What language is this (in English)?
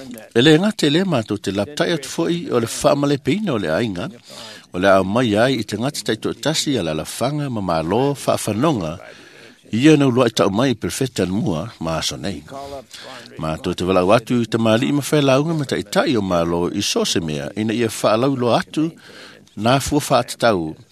Samoan